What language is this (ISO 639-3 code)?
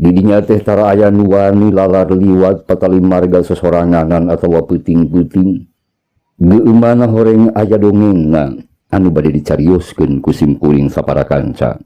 sun